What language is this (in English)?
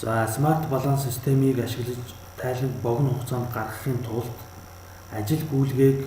Mongolian